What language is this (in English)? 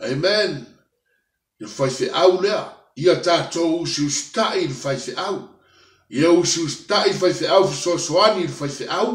Samoan